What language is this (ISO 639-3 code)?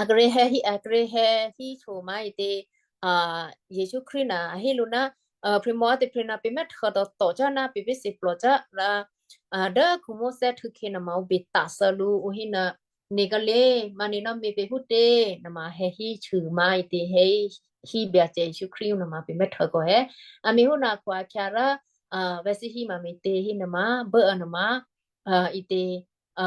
kyu